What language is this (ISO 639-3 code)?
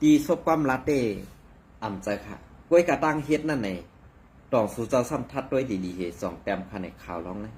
shn